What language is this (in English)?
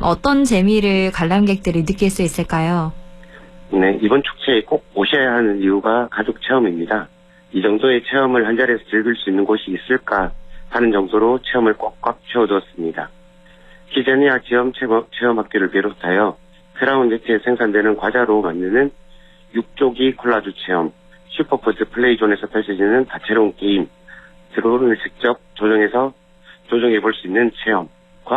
Korean